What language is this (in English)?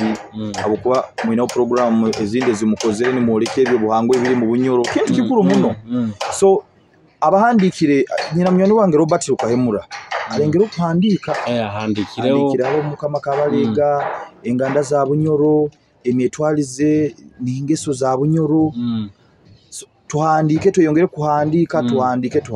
Nyoro